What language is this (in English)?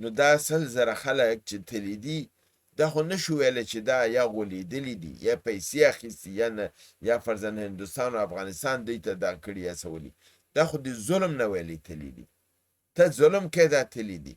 Pashto